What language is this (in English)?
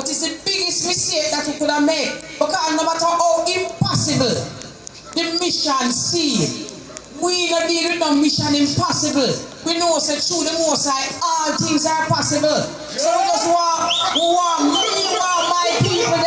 Jamaican Creole English